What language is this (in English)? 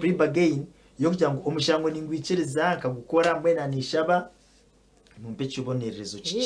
Nyankole